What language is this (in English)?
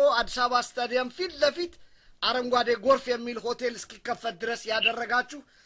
Amharic